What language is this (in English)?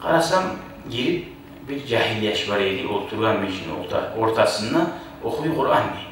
Kumyk